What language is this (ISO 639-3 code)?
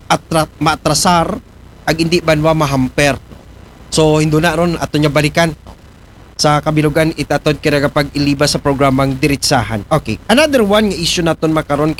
akl